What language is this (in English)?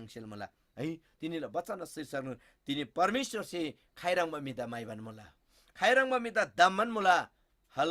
Eastern Tamang